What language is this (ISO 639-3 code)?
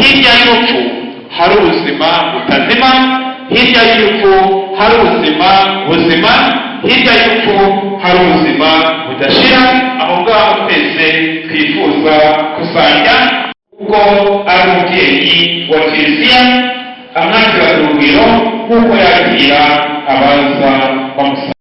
kin